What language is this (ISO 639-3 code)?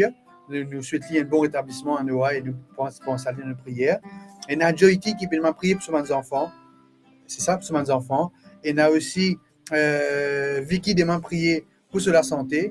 mfe